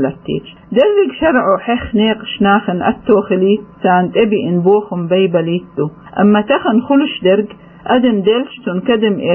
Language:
Chechen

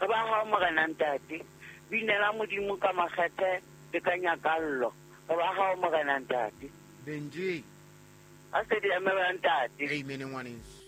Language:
Southern Sotho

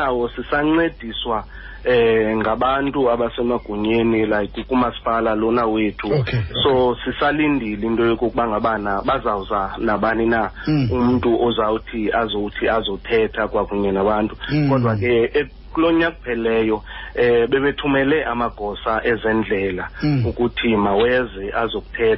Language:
Xhosa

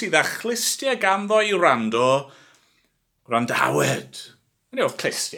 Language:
Welsh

